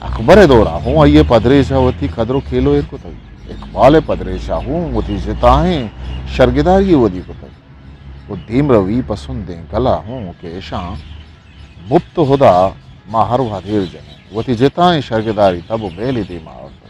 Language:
Eastern Balochi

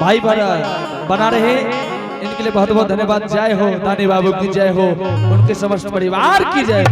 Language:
Angika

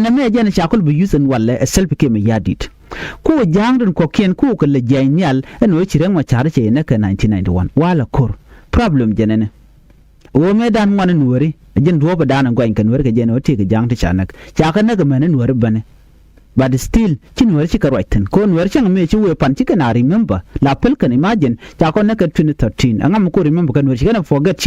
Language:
Nuer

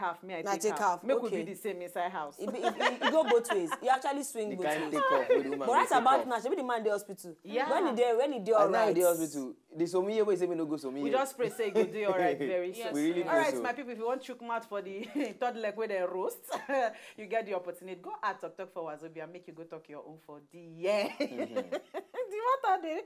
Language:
Nigerian Pidgin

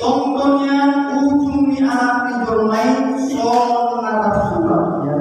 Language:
Batak Toba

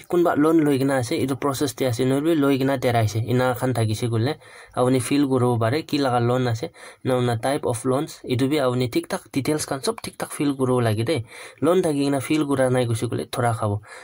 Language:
Naga Pidgin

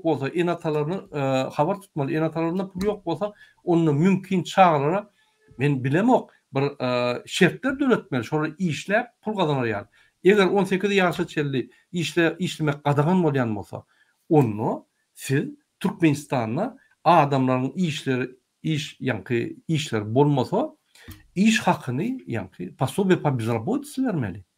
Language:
Turkmen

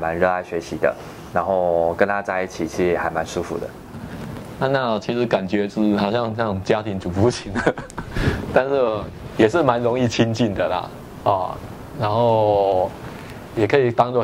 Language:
Chinese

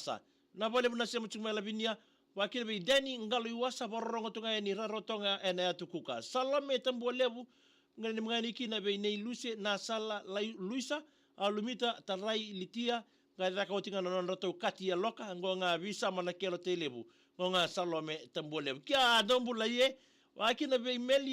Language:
Fijian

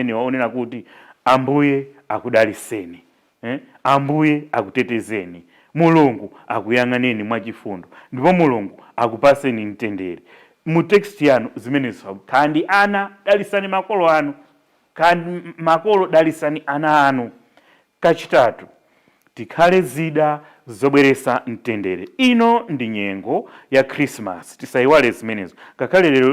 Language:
Nyanja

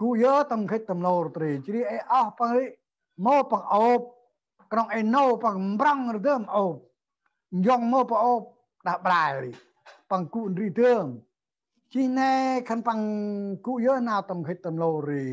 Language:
Central Mnong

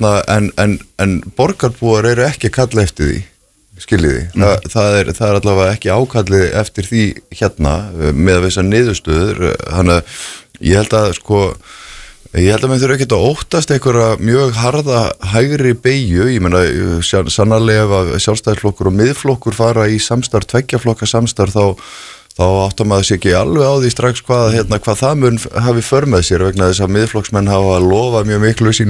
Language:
Icelandic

